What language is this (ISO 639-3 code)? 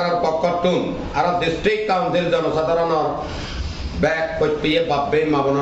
ccp